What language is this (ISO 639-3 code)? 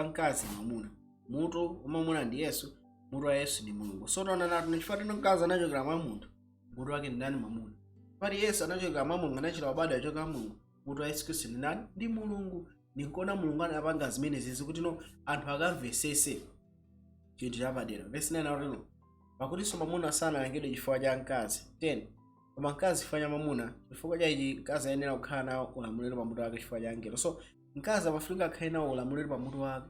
nya